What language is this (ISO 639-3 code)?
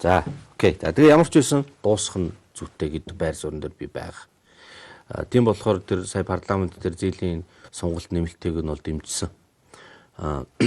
mon